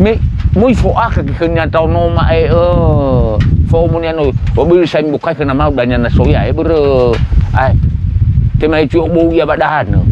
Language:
Nias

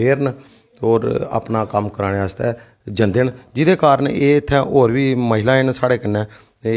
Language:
Dogri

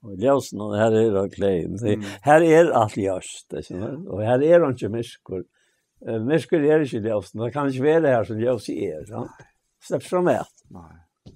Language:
Faroese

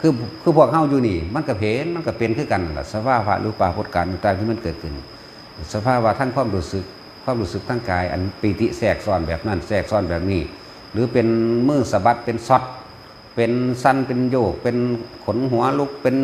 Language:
Lao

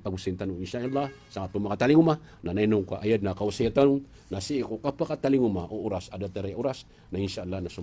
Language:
Maranao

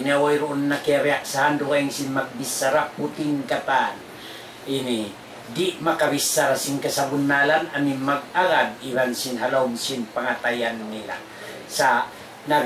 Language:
Tausug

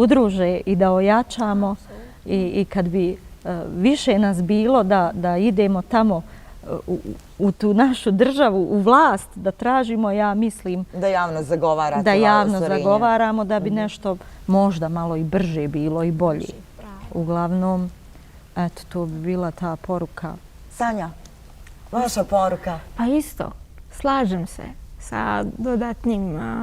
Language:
Bosnian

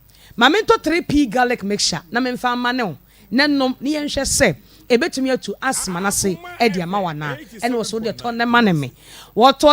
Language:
Akan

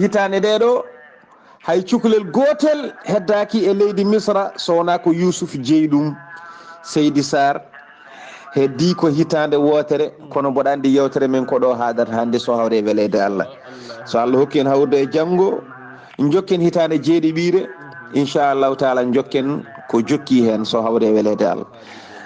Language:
Fula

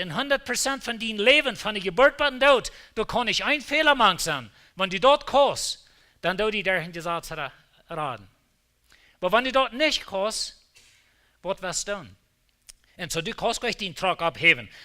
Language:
Plautdietsch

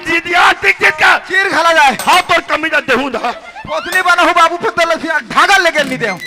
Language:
Chhattisgarhi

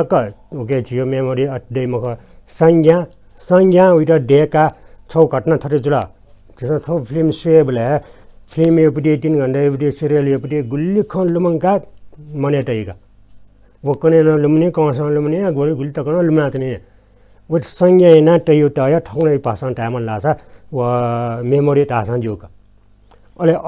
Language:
Newari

